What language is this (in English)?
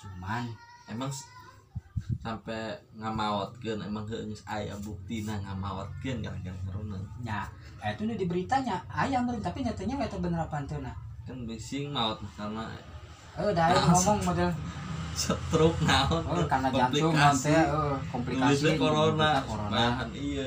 Sundanese